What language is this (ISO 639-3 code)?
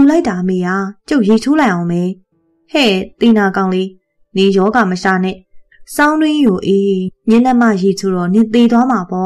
mya